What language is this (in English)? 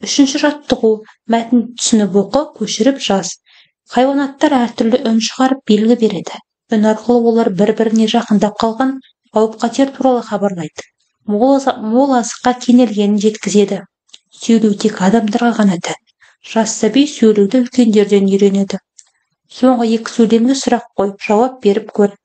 Kazakh